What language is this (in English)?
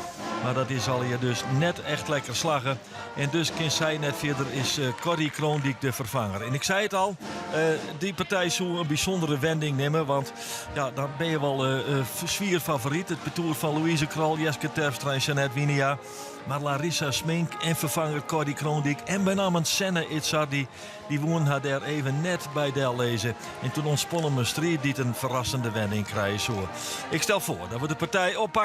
Western Frisian